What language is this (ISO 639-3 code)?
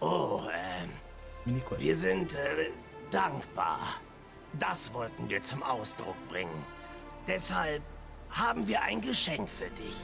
gsw